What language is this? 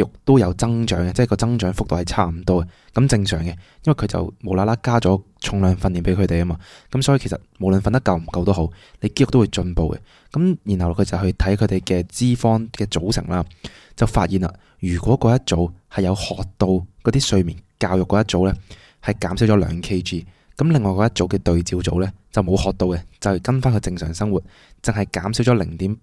Cantonese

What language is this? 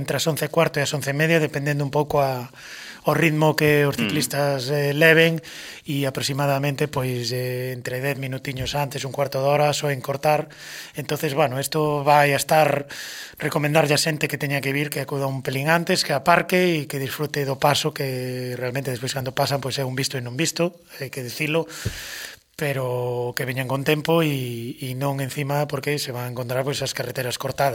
Galician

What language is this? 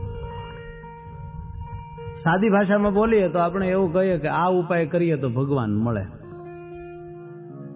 Gujarati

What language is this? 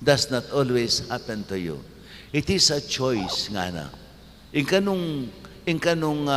Pampanga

